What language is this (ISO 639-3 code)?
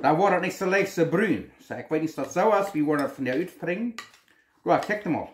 pdt